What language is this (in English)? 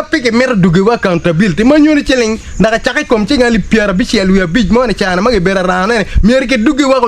Acoli